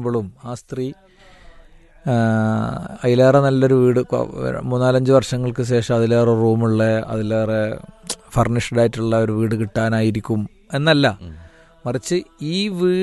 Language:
Malayalam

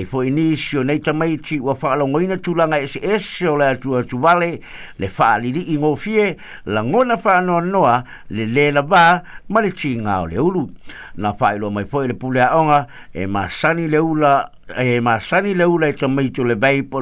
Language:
Samoan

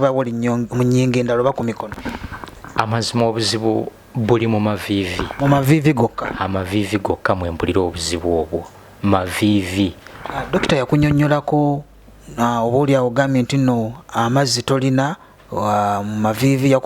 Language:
Ganda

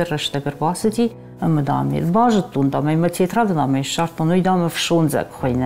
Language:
Ossetic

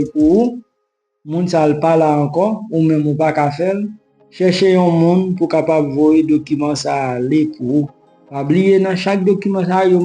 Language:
Haitian Creole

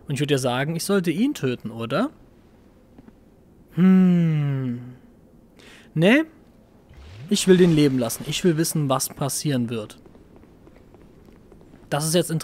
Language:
German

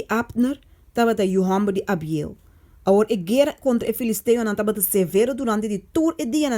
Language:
Papiamento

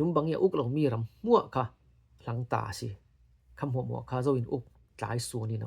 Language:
Falam Chin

